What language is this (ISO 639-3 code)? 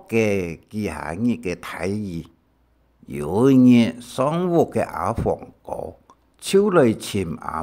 hak